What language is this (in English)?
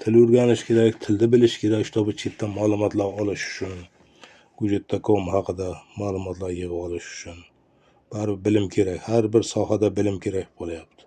Uzbek